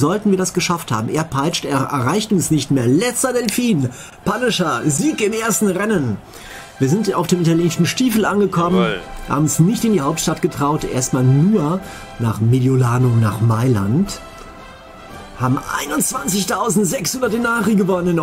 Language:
German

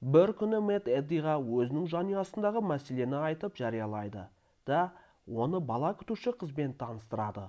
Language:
Kazakh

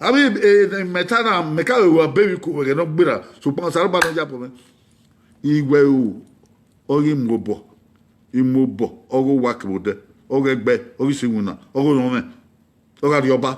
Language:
Bini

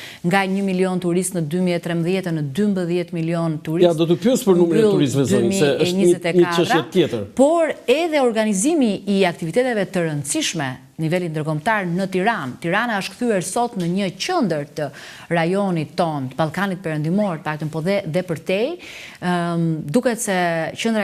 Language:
Albanian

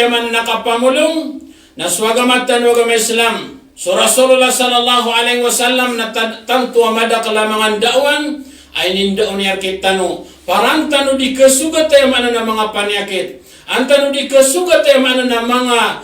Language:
Maranao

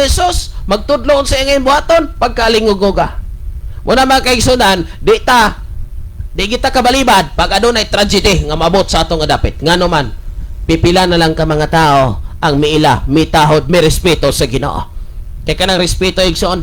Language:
Cebuano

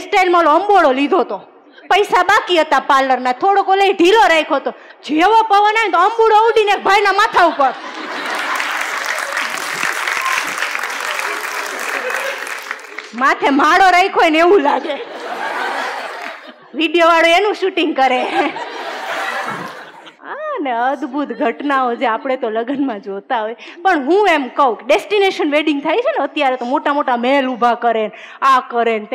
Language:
Gujarati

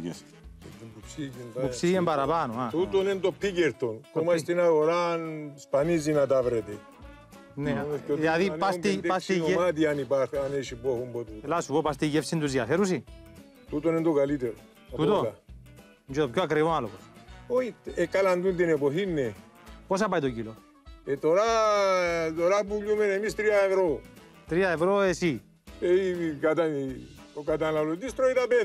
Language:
Greek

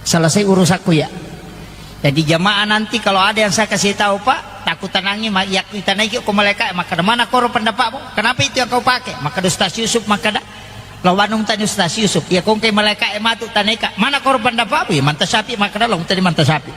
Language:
Buginese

